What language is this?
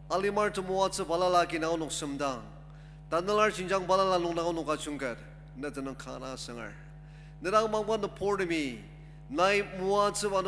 Ao Naga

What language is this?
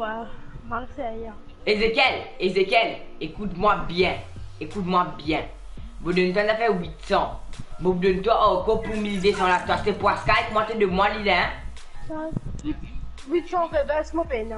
Morisyen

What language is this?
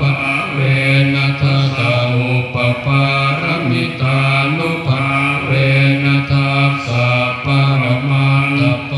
Pali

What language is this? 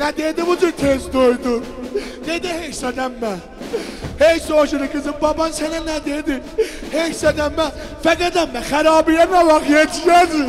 South Azerbaijani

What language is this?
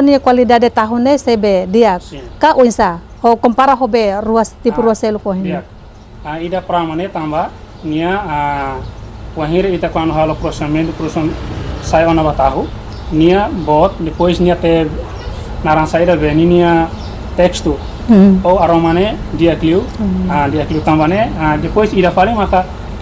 Tetum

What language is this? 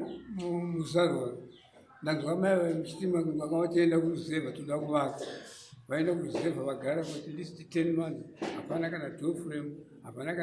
Shona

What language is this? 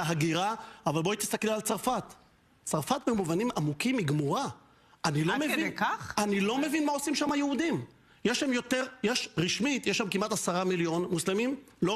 Hebrew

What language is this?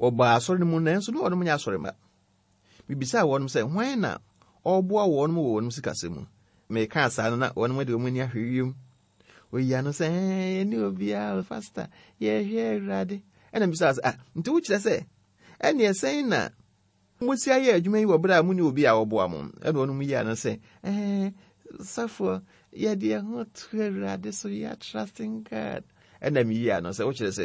Akan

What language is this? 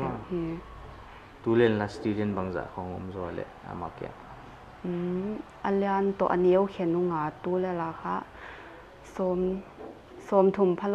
Paite Chin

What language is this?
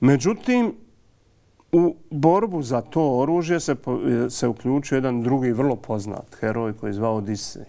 Bosnian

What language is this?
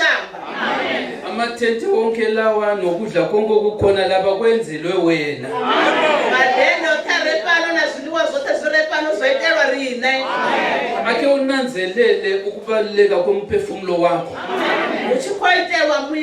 Venda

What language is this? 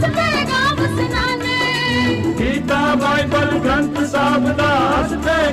Dogri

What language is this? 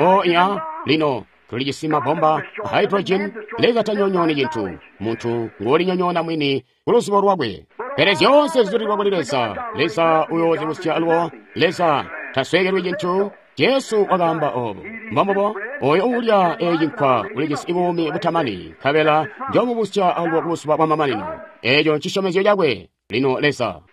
Tonga (Zambia)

